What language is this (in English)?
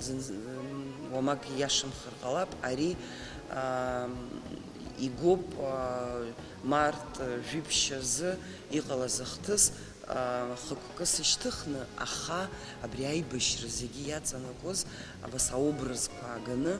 Abkhazian